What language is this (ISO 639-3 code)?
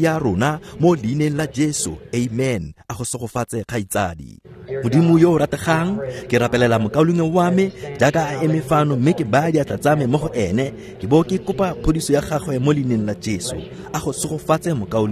tsn